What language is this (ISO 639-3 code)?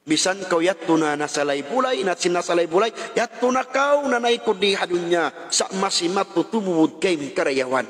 tsg